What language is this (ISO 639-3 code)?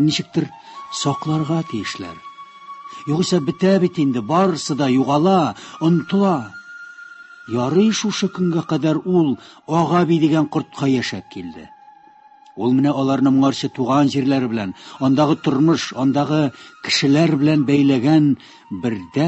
tat